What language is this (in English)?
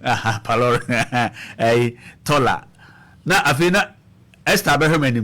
Akan